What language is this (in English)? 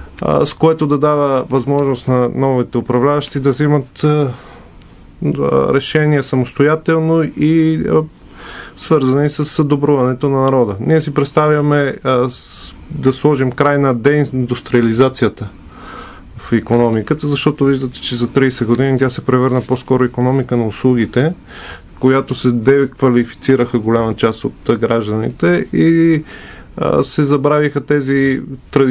Bulgarian